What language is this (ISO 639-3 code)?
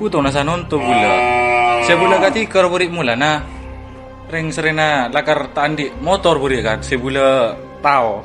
mad